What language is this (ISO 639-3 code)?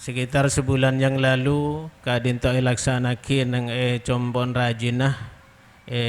mad